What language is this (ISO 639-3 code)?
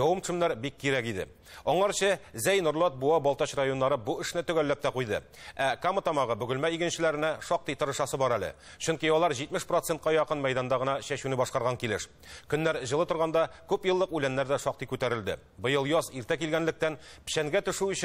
tat